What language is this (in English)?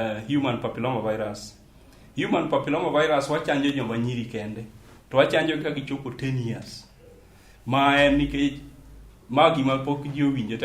Luo (Kenya and Tanzania)